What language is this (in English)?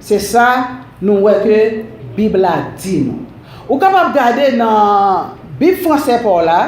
Haitian Creole